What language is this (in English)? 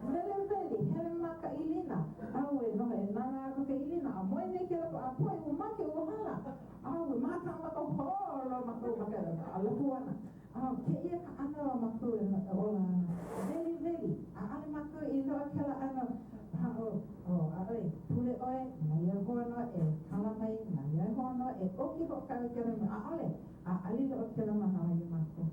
Hawaiian